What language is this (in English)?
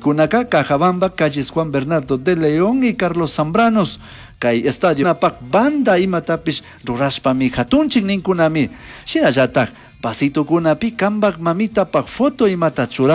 Chimborazo Highland Quichua